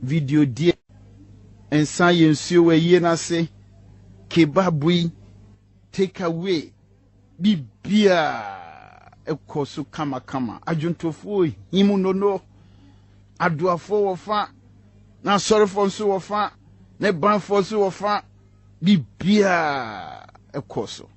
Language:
Akan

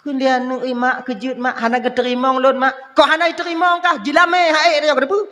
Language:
Achinese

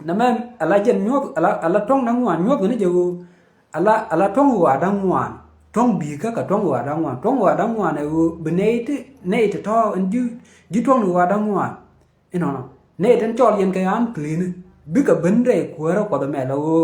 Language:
Nuer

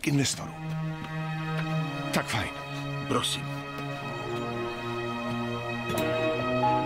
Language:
Czech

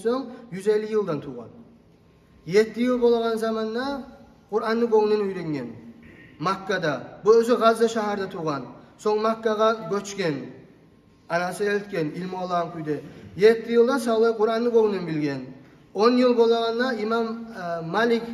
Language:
Kumyk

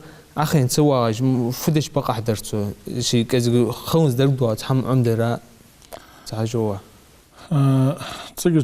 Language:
Ingush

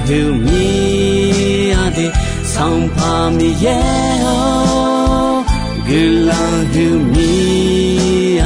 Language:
Akha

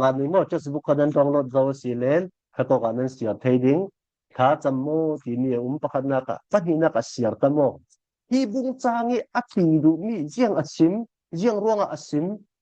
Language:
Falam Chin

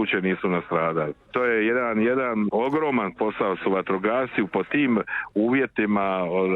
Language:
Croatian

